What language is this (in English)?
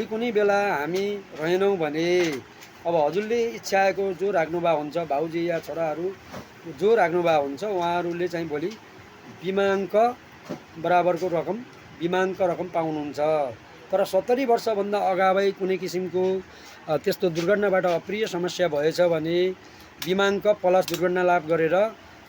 Nepali